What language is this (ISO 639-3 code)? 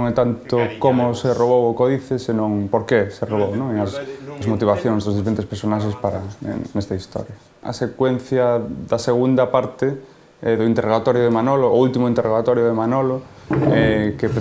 glg